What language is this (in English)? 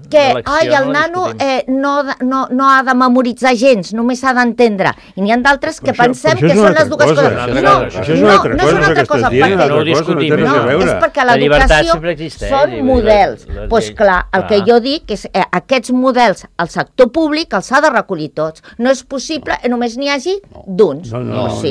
Catalan